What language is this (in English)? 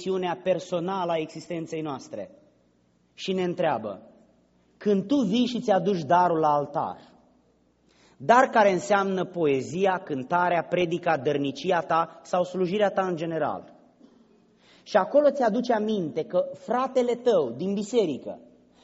Romanian